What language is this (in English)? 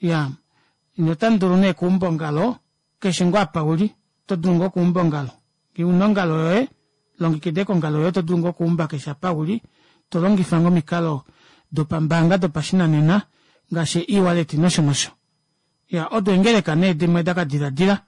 Kuanyama